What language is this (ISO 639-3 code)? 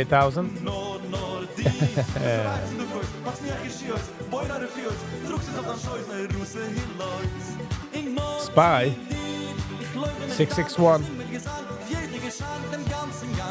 yid